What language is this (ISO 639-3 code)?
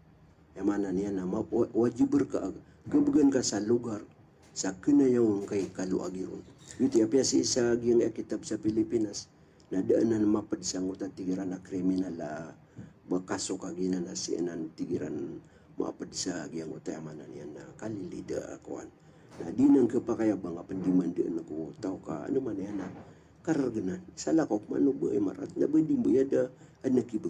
mrw